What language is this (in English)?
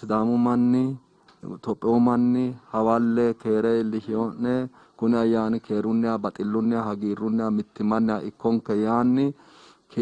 Sidamo